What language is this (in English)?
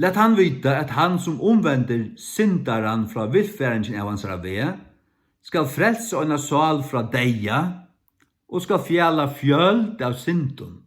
Faroese